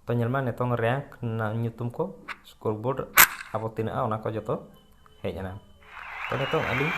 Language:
Santali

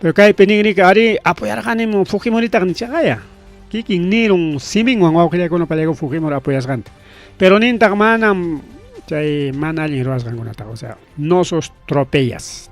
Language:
Ayacucho Quechua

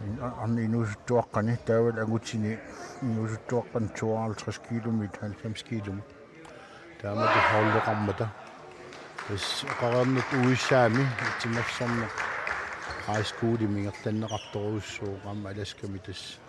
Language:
Kalaallisut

